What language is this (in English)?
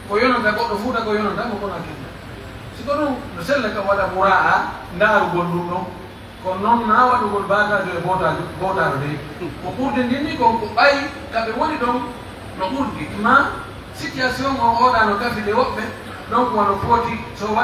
Pular